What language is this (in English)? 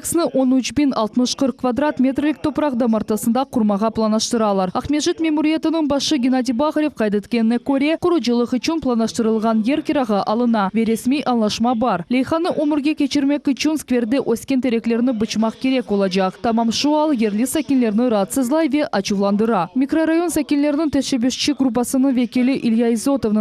Crimean Tatar